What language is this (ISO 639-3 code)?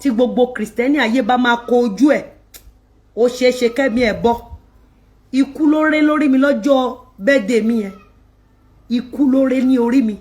yor